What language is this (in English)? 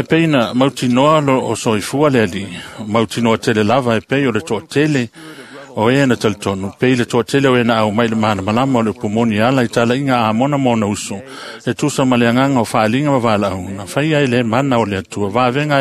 Samoan